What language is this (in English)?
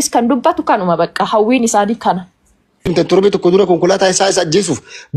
Oromo